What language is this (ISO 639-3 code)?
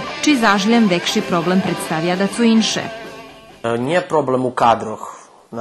rue